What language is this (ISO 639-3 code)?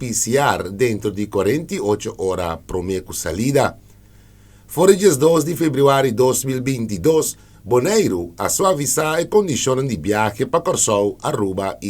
pap